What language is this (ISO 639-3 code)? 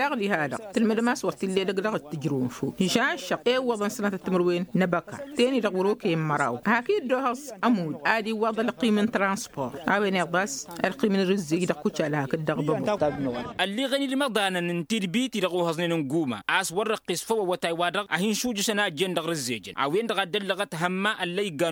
taq